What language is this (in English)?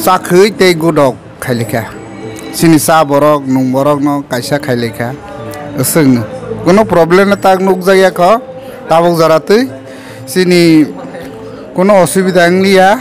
Kok Borok